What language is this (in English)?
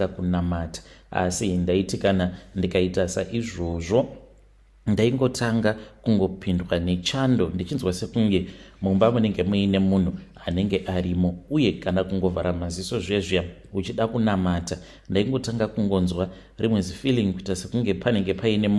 Shona